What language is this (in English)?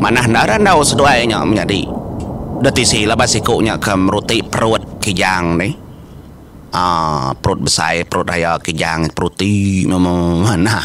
Iban